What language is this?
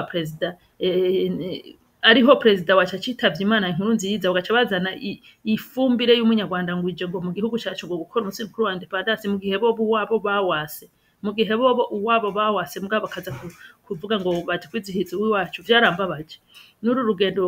Rundi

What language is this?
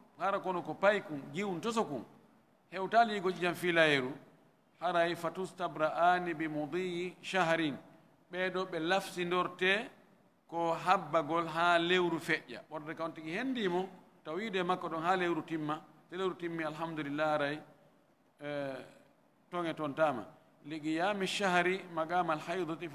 Fula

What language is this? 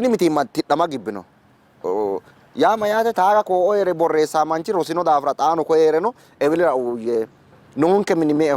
Sidamo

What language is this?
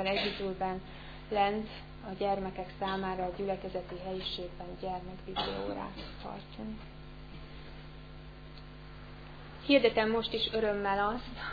Hungarian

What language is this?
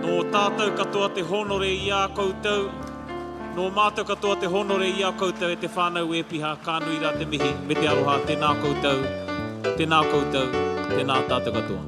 Māori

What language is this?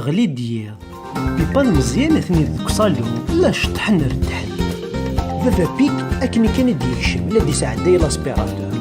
Kabyle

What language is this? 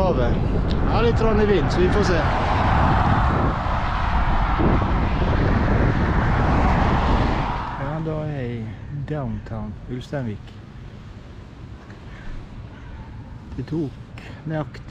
Norwegian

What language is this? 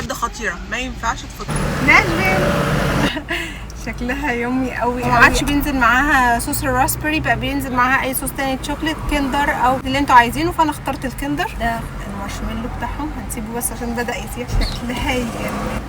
Egyptian Arabic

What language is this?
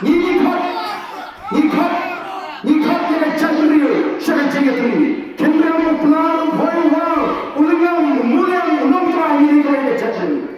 Khasi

